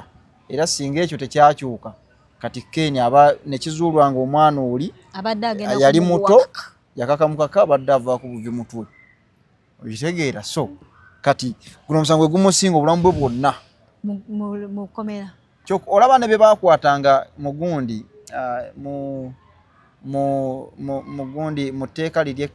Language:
Ganda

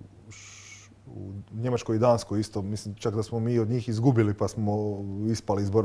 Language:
Croatian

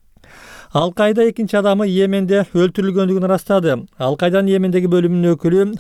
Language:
Kyrgyz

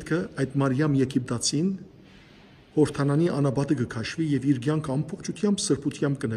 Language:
Western Armenian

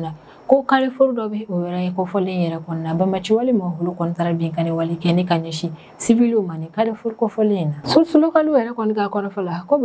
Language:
Bambara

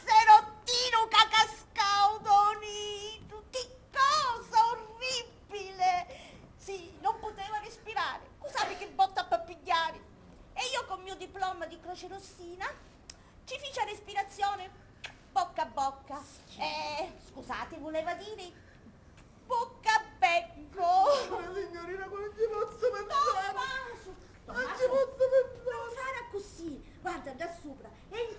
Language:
Sicilian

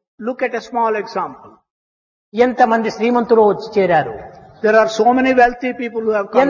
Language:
Telugu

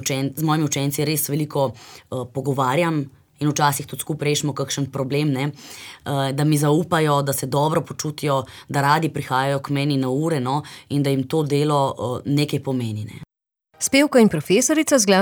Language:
Slovenian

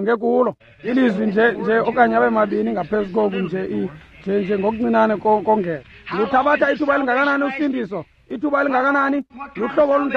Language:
Xhosa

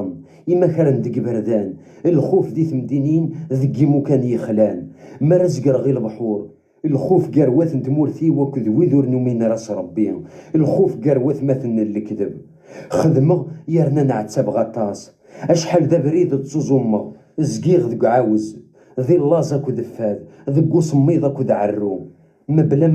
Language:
Kabyle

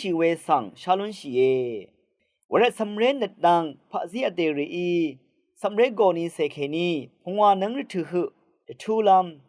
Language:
Rawang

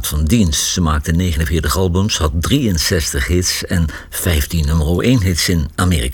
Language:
Dutch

